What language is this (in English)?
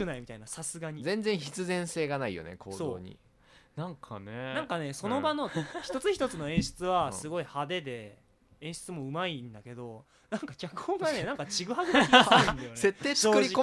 Japanese